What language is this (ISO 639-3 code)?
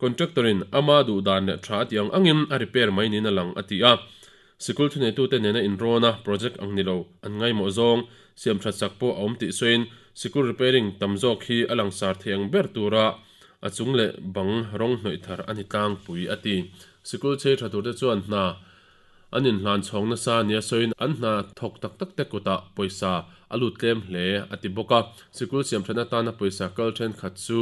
lus